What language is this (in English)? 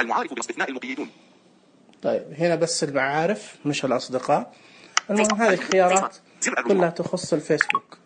Najdi Arabic